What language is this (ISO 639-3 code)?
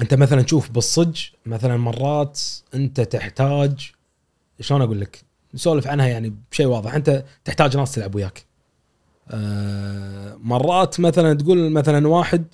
afb